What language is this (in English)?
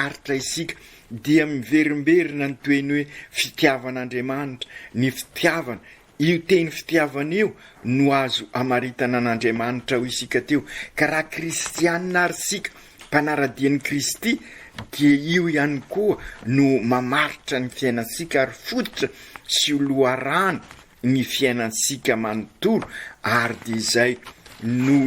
Malagasy